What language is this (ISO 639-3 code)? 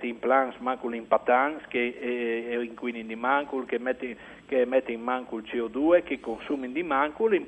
fur